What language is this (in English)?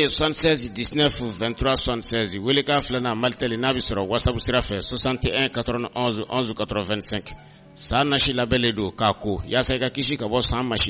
Bambara